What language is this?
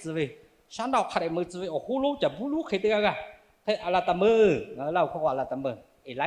Lahu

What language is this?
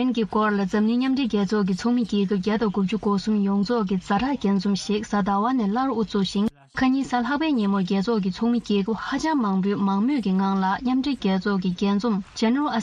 Tibetan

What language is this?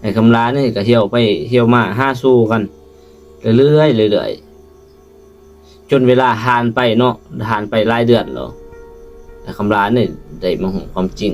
Lao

